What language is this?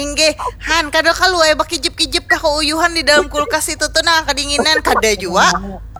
Banjar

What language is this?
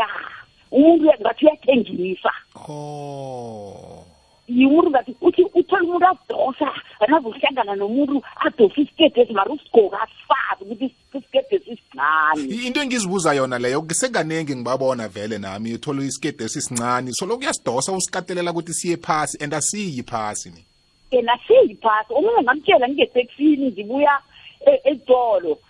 South Ndebele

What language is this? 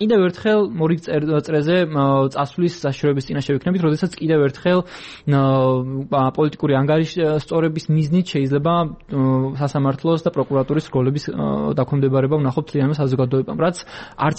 Georgian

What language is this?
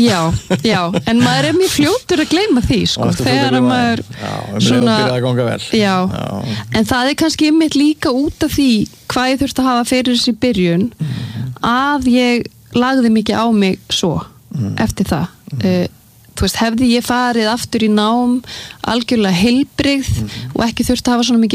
Icelandic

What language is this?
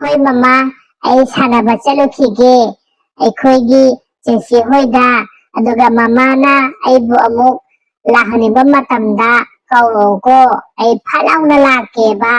Manipuri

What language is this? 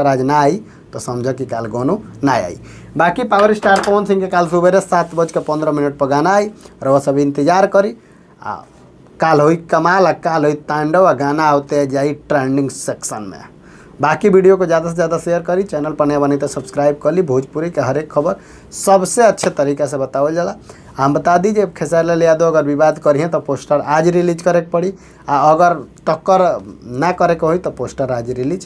Bhojpuri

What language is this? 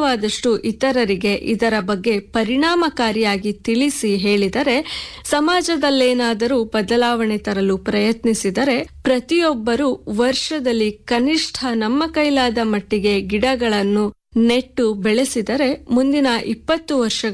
Kannada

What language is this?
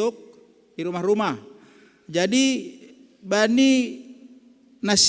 Batak Simalungun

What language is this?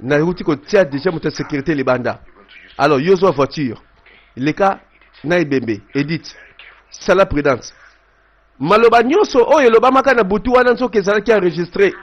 Lingala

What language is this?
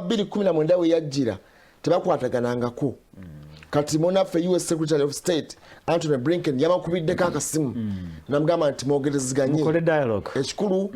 Ganda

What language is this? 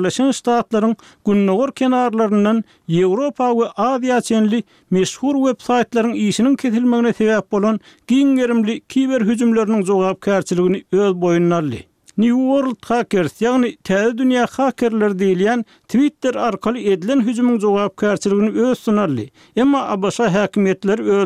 Turkmen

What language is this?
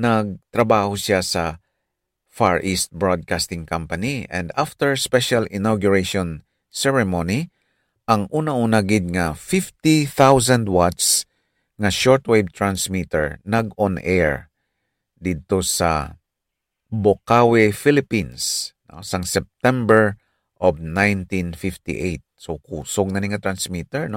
Hiligaynon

